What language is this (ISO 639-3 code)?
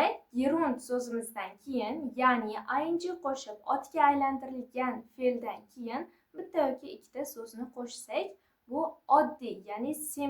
uzb